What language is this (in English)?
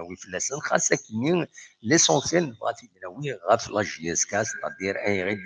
Kabyle